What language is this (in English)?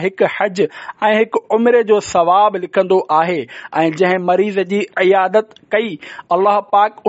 Sindhi